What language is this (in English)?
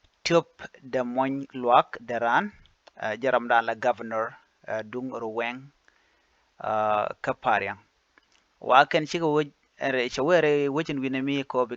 Nuer